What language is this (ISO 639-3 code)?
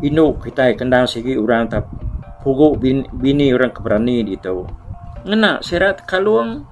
iba